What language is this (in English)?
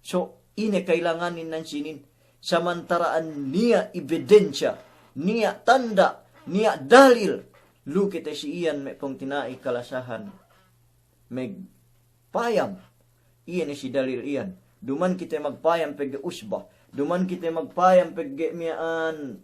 Yakan